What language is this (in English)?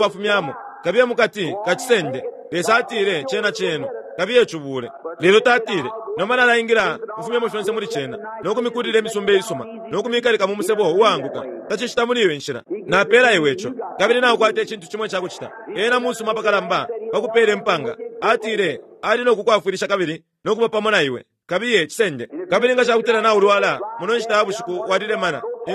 Bemba